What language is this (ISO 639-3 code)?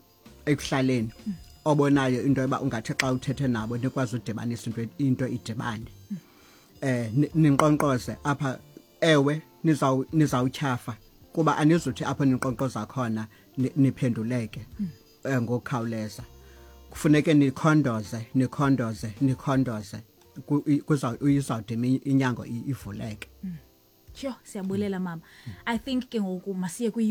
xho